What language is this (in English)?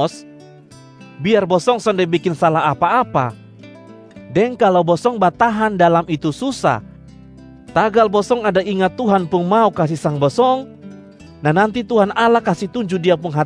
Kupang Malay